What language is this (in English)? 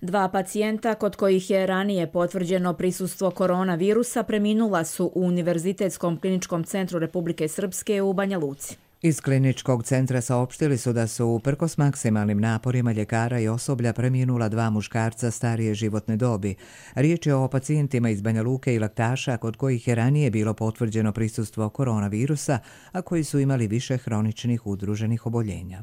Bosnian